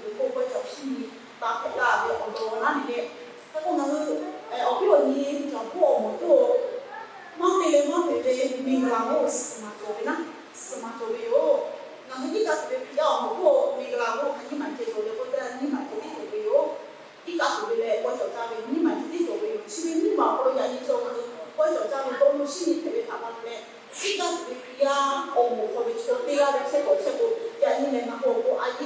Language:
Lahu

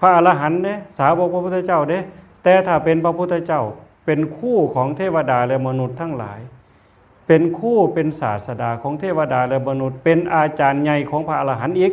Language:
Northeastern Thai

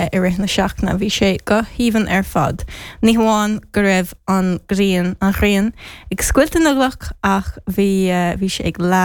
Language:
Irish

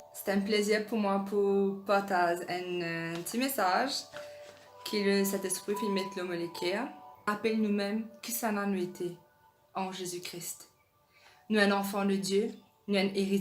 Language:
Morisyen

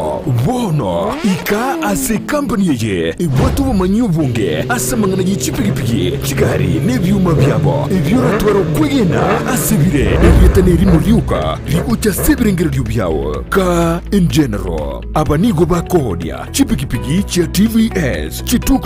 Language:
Gusii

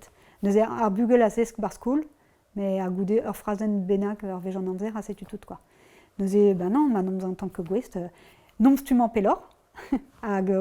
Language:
Breton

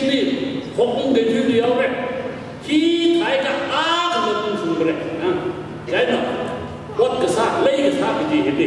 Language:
Tangkhul Naga (India)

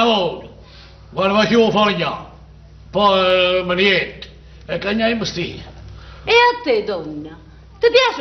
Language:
Neapolitan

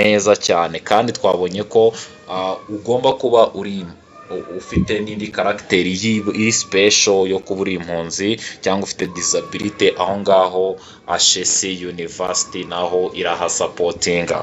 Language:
Kinyarwanda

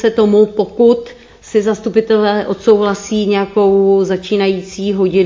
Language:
Czech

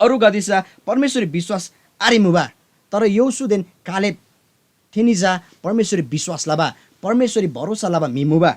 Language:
Eastern Tamang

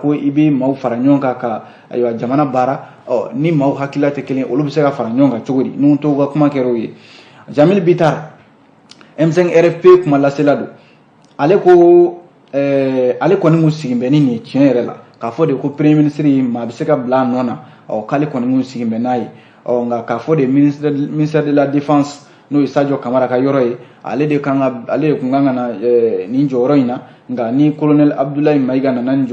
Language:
Bambara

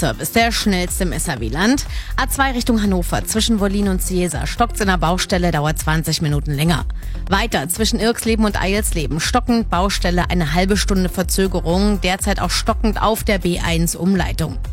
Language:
German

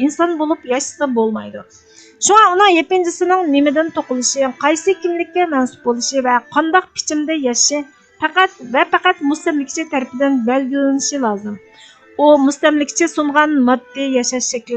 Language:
Uyghur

